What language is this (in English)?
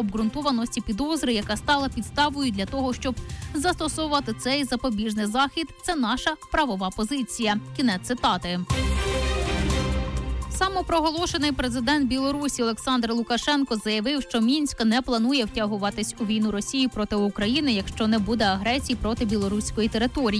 Ukrainian